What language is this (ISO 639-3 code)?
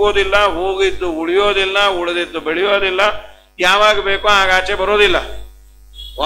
kan